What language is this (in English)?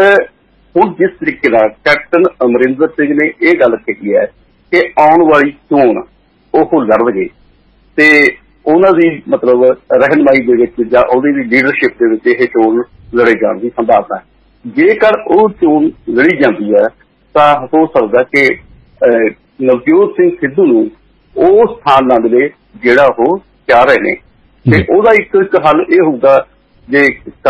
Punjabi